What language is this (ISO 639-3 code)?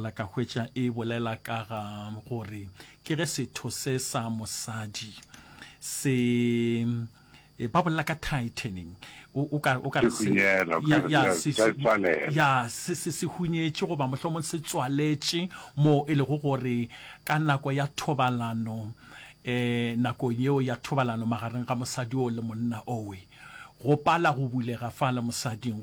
nso